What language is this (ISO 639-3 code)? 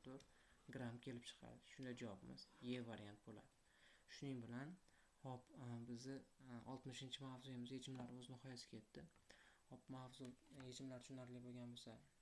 uzb